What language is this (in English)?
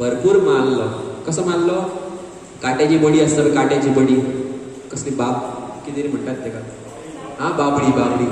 Konkani